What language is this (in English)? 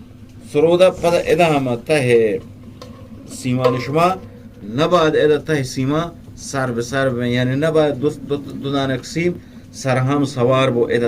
Eastern Balochi